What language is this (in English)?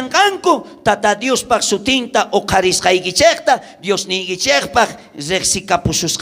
South Bolivian Quechua